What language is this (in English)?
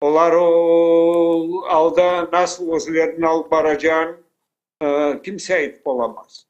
Crimean Tatar